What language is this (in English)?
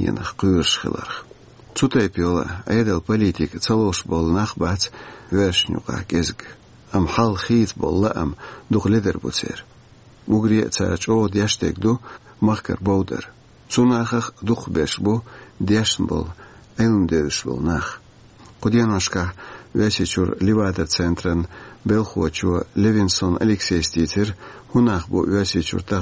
Chechen